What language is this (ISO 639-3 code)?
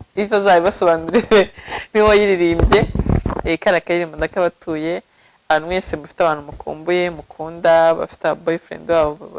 kin